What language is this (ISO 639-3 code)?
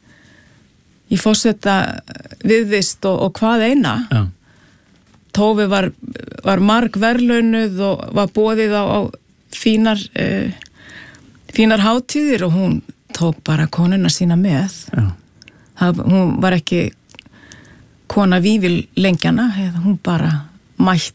isl